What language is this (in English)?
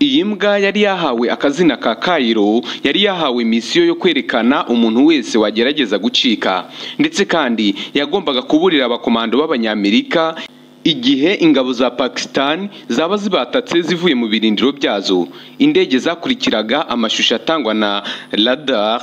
Kinyarwanda